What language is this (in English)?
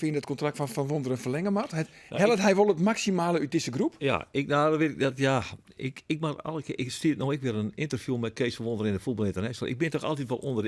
Western Frisian